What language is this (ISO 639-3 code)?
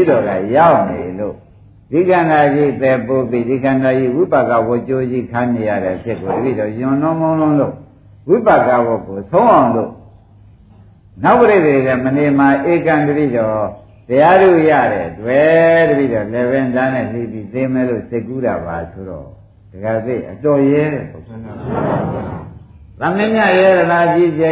mya